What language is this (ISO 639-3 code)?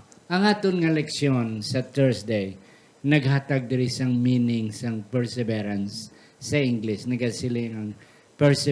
hil